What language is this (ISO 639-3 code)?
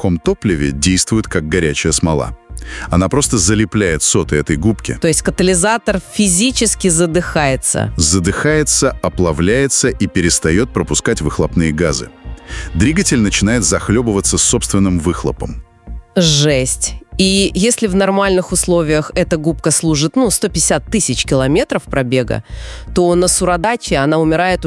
rus